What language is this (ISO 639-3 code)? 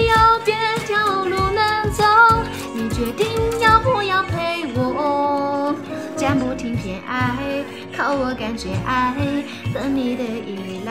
zho